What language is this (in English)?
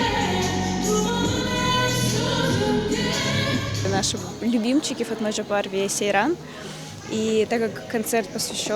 Crimean Tatar